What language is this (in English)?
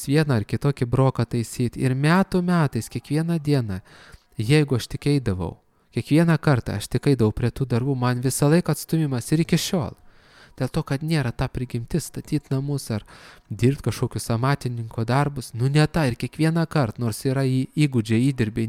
Lithuanian